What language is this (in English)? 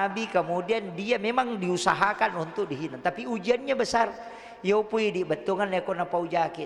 Buginese